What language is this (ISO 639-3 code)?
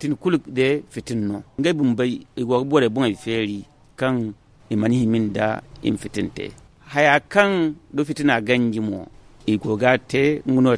dje